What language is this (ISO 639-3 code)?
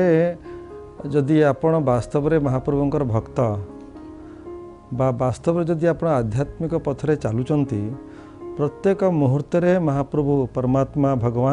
ori